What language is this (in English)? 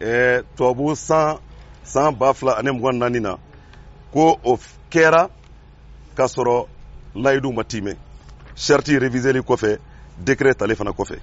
Bambara